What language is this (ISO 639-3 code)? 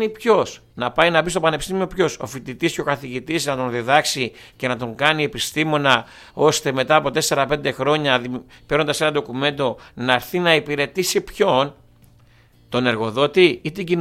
ell